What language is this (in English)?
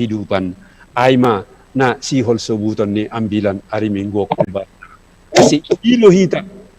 Batak Simalungun